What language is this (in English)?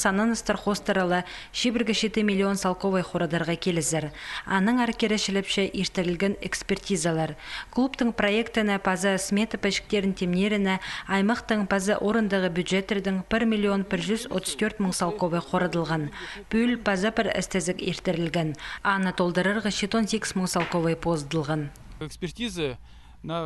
Khakas